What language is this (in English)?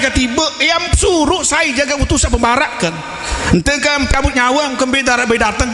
Sasak